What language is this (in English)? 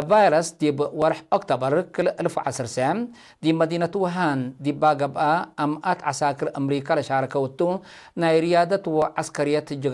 Tigre